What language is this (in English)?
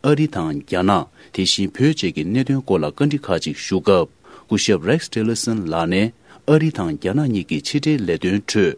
Tibetan